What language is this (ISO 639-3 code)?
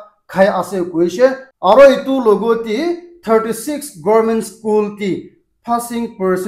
nag